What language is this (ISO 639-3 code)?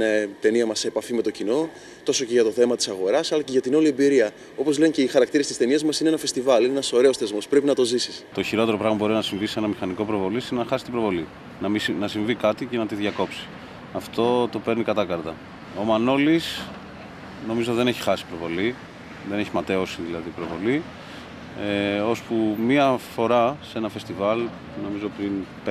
ell